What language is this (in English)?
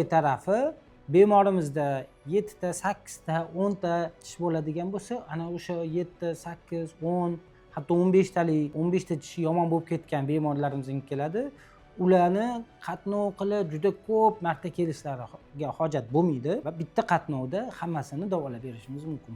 Uzbek